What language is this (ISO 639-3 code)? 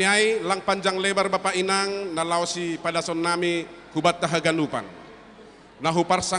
bts